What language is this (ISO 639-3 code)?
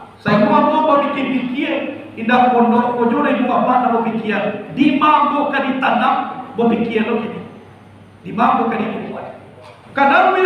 min